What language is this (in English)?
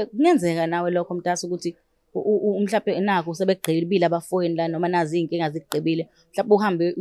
Zulu